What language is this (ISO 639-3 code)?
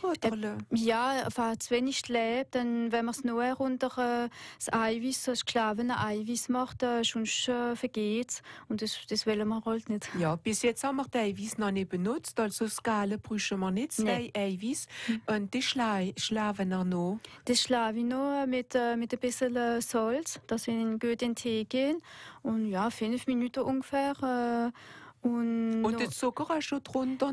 deu